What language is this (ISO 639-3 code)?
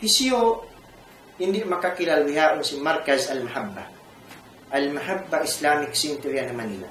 tsg